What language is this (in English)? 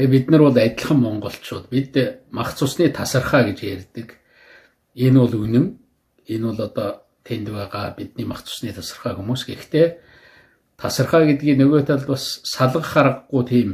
Mongolian